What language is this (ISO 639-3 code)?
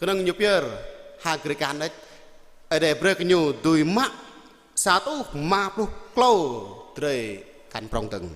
jra